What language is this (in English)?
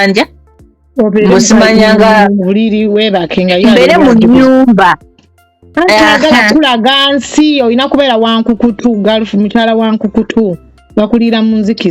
Ganda